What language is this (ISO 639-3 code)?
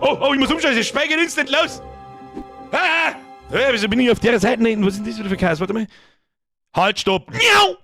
bar